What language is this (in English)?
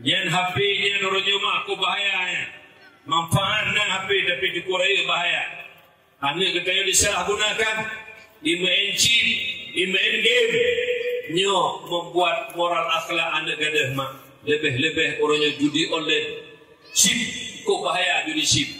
Achinese